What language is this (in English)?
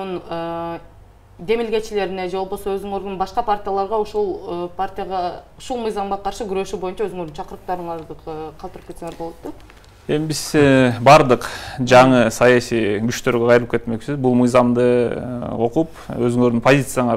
Kyrgyz